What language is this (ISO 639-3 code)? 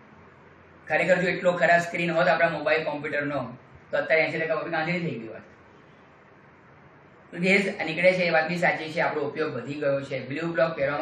guj